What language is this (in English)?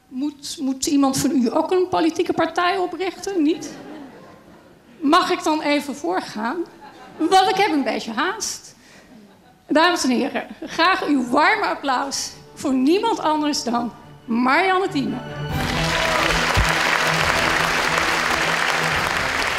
Dutch